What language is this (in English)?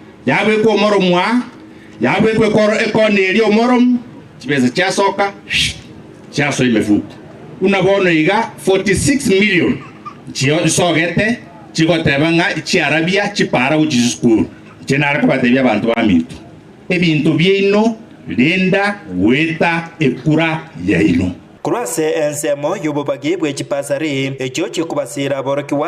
Gusii